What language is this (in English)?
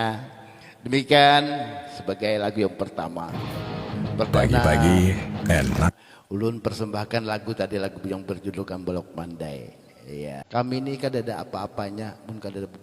Banjar